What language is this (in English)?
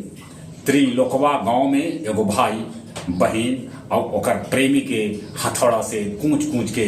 Magahi